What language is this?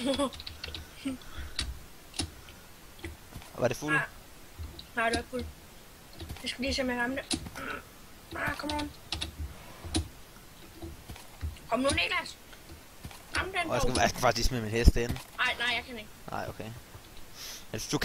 Danish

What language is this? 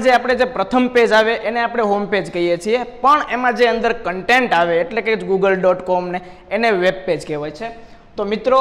Gujarati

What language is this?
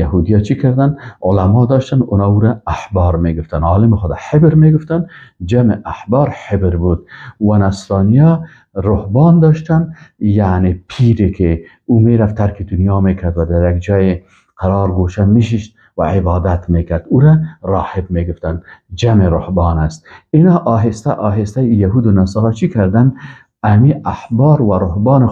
Persian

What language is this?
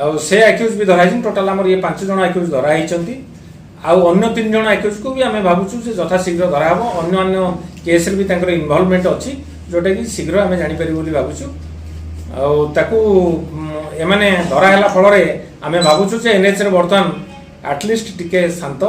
Odia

